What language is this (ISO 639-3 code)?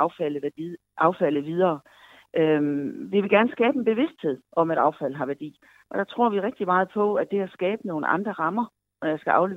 dan